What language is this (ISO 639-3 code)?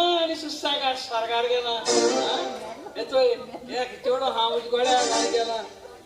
kok